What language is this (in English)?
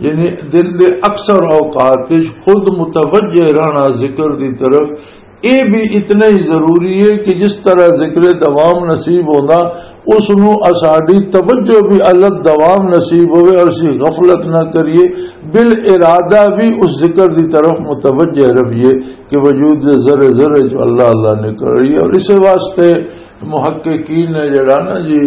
Western Panjabi